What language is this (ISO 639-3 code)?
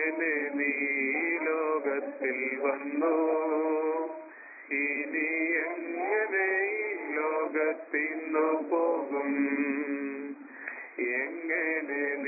mal